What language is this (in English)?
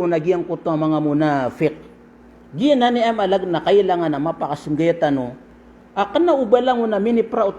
Maranao